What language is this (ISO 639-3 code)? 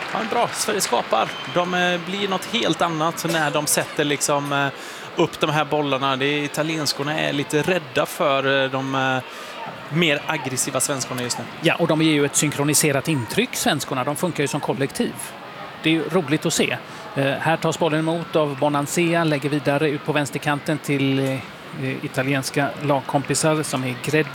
swe